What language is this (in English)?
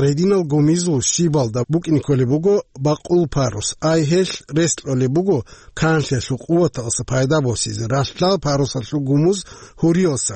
Avaric